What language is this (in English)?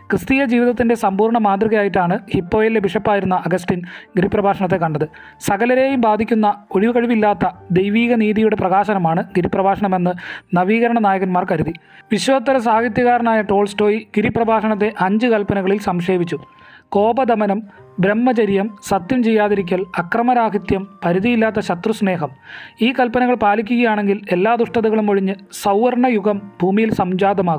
Malayalam